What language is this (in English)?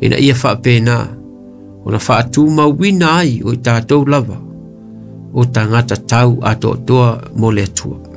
Samoan